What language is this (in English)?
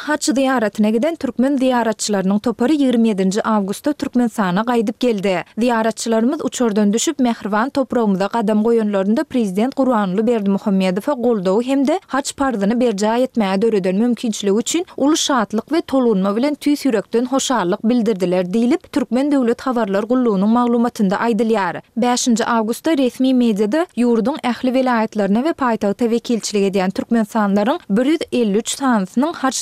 Turkmen